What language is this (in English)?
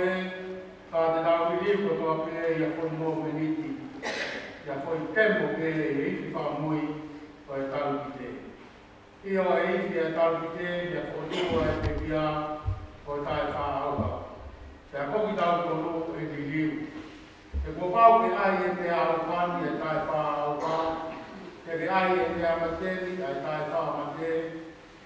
Tongan